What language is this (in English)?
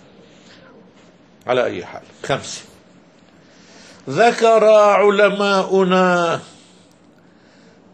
Arabic